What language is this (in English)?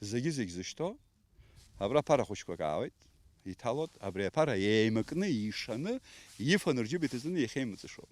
Abkhazian